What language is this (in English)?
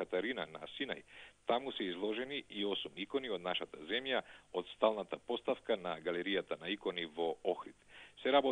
Macedonian